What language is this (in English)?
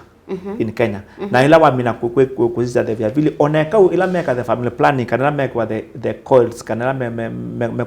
Kamba